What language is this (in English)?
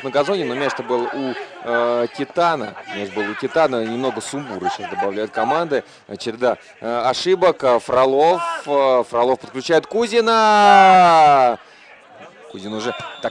Russian